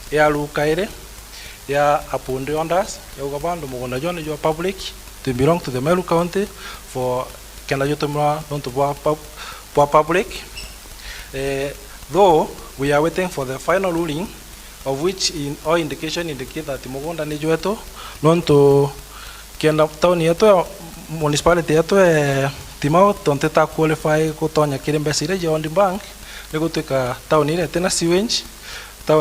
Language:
Meru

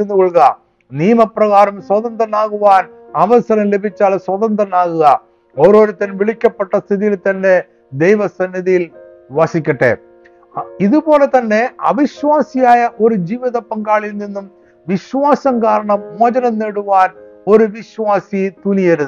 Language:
Malayalam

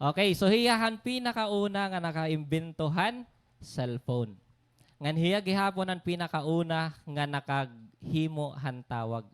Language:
Waray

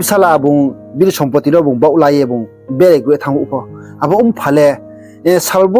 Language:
Riang (India)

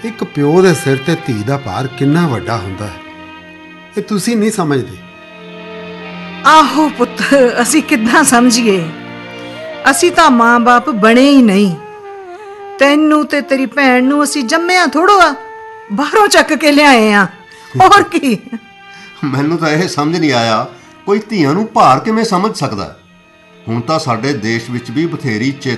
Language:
Punjabi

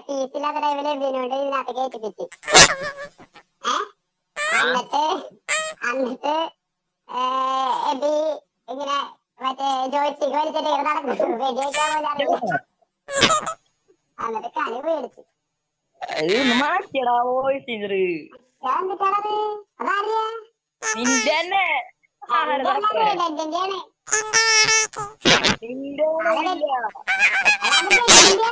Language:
Malayalam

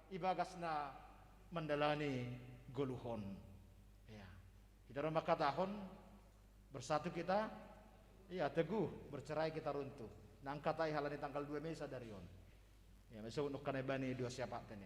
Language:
Batak Simalungun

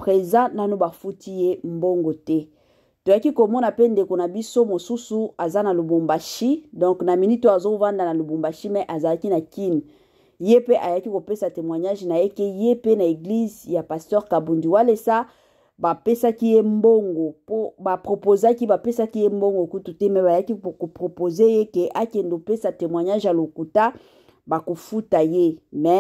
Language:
Lingala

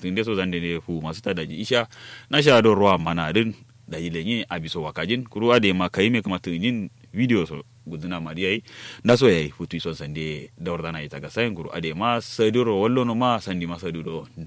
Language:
Kanuri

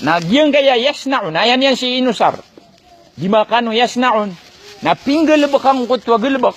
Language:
Maranao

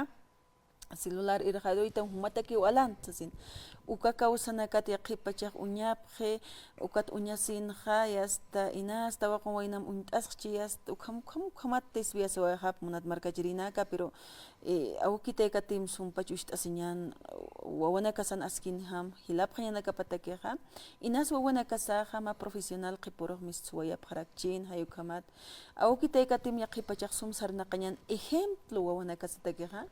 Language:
Aymara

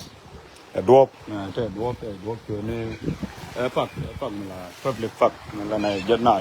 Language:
Nuer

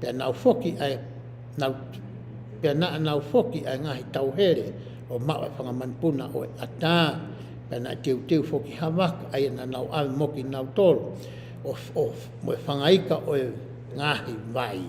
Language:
Tongan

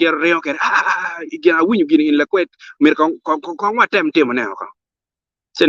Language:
Acoli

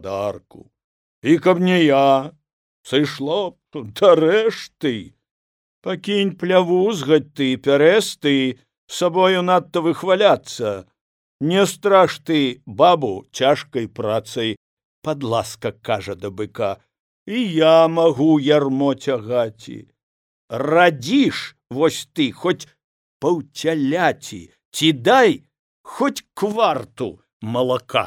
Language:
Belarusian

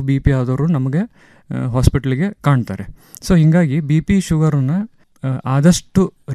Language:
Kannada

